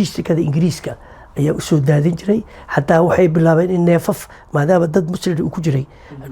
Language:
Somali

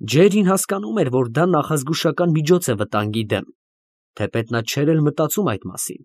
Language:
Armenian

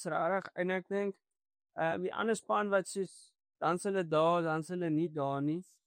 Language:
Afrikaans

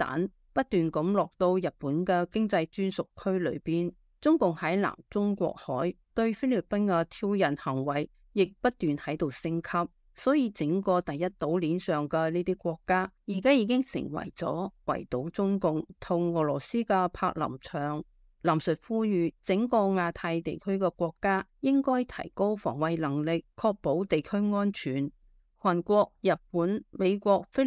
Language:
Cantonese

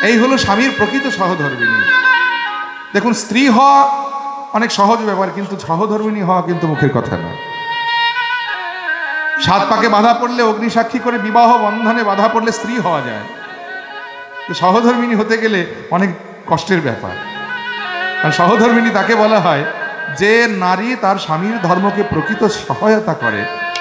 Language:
Bangla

